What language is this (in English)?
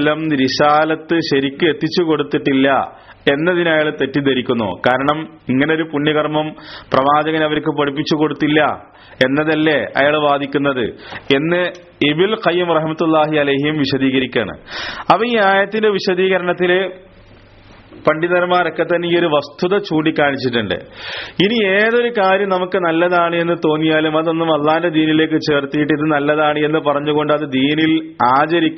Malayalam